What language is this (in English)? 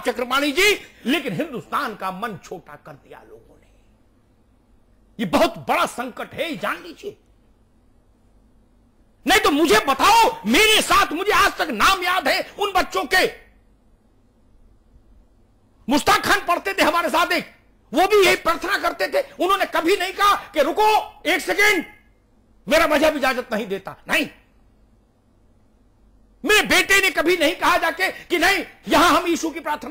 Hindi